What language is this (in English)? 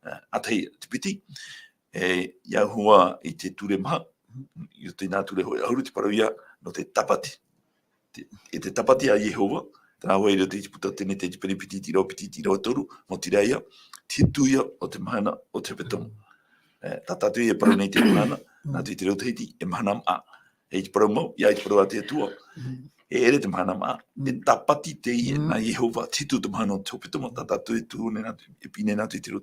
Tahitian